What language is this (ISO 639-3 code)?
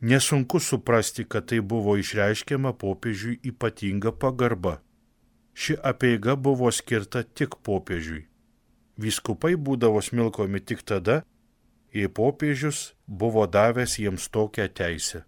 lit